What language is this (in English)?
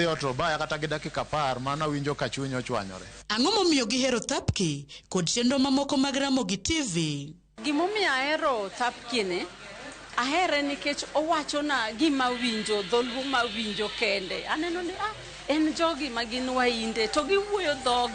Luo (Kenya and Tanzania)